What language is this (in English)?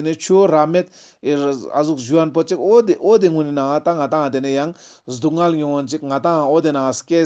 Ladakhi